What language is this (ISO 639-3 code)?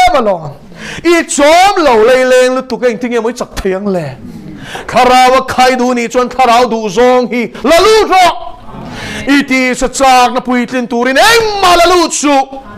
lus